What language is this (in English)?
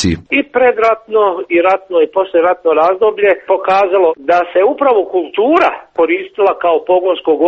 Croatian